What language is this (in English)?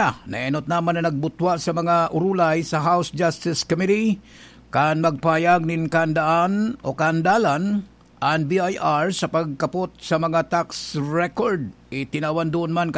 Bikol